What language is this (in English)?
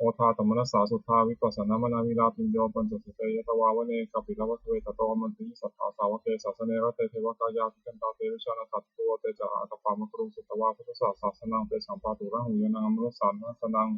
Pali